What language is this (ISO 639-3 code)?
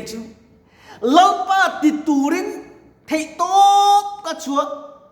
lus